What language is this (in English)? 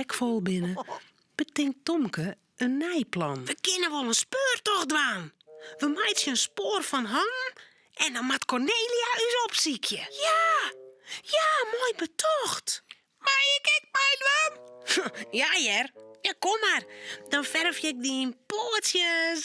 Western Frisian